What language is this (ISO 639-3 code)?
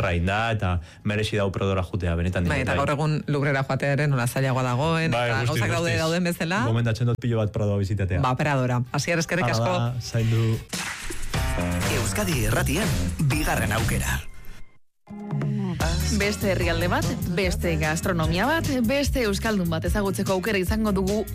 eus